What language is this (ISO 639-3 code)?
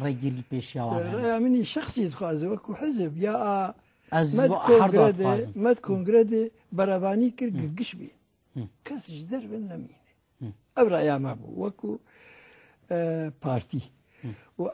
kur